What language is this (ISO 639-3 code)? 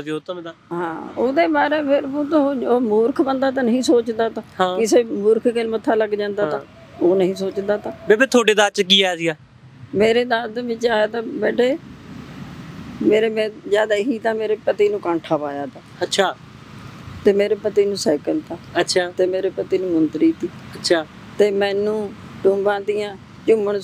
pan